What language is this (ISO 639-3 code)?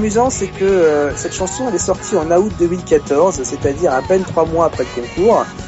fra